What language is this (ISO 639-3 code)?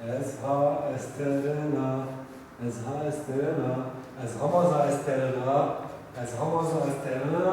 zza